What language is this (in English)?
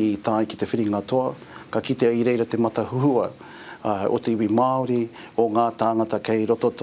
Māori